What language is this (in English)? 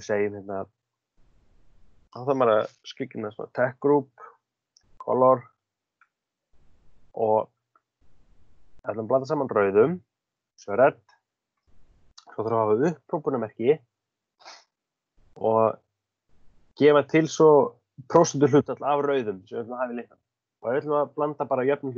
Icelandic